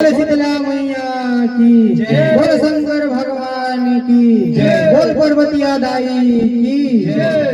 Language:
Chhattisgarhi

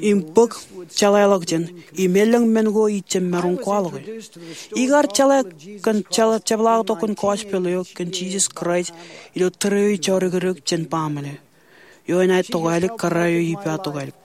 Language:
Marshallese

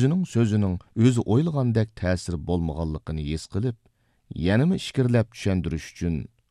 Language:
Uyghur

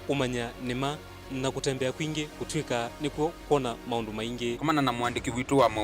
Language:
Kamba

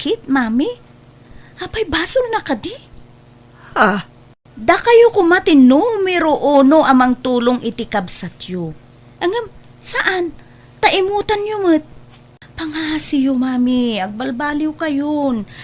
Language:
Iloko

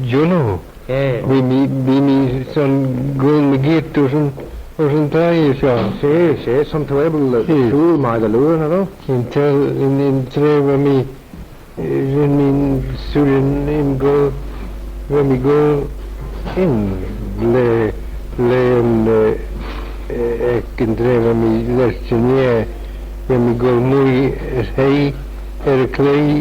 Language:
Manx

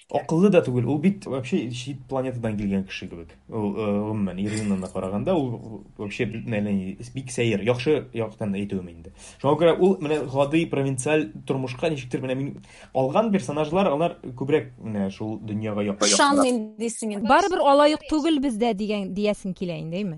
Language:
Tatar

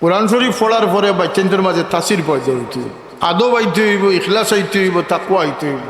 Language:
Sylheti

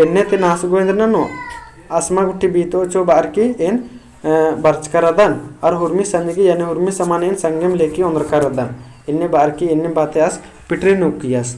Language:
Kurukh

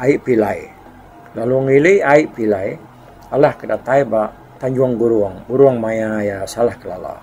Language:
Iban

